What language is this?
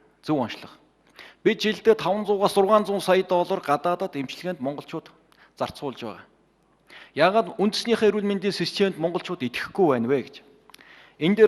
Mongolian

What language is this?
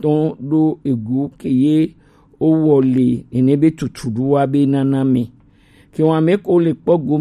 Gen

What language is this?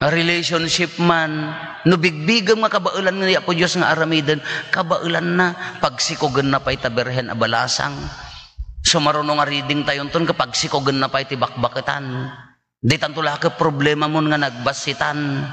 Iloko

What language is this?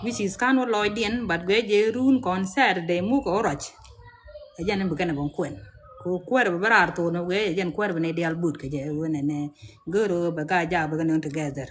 Nuer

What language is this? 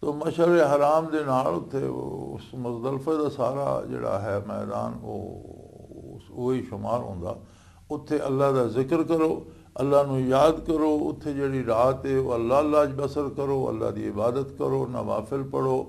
Western Panjabi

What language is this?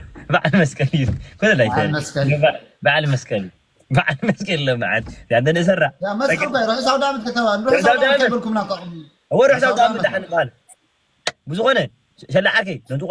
Tigrinya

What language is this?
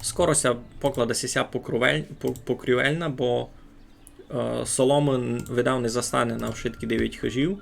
Rusyn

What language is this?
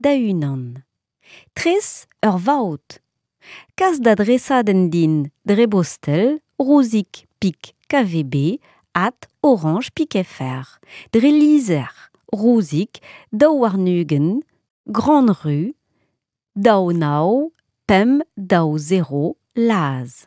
Breton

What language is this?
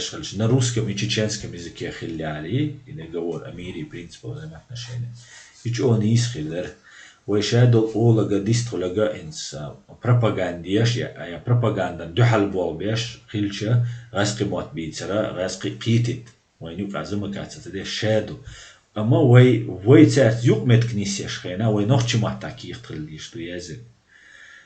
Chechen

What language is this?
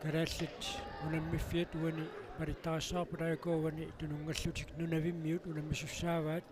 Kalaallisut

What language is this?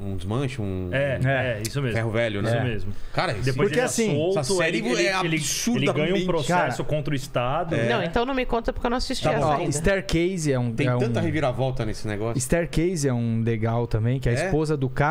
Portuguese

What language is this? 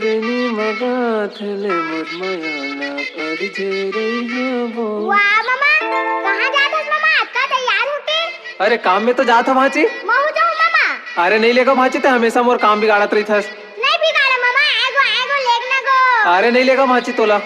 Chhattisgarhi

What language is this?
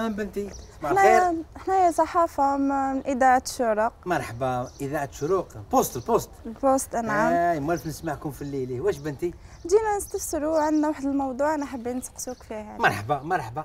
Algerian Arabic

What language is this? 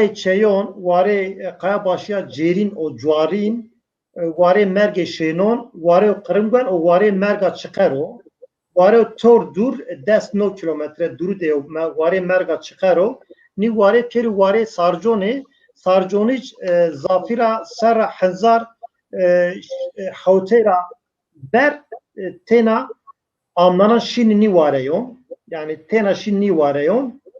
Zaza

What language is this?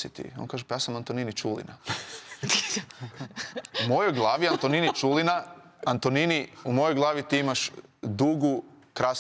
Croatian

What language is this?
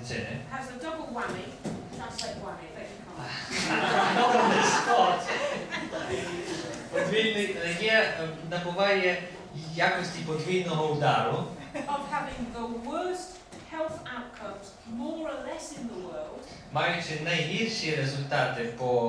English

